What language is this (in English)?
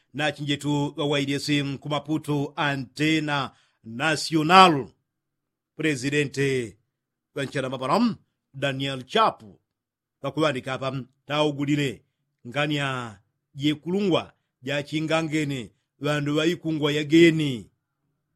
Yao